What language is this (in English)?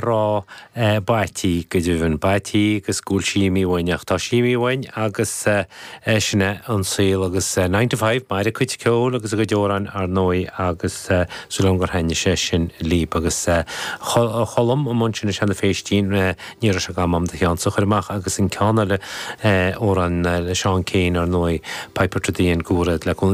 Irish